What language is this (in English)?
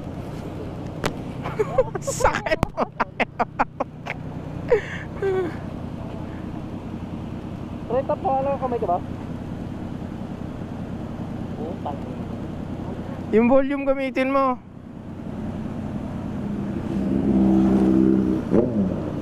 Filipino